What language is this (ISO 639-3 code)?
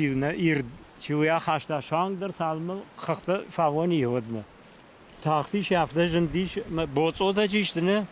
oss